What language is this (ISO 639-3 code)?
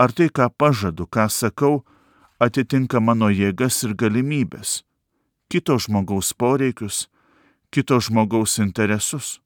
lit